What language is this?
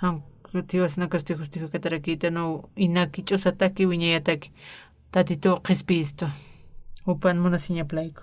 Aymara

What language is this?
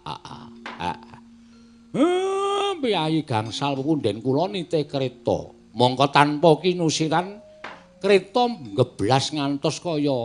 Javanese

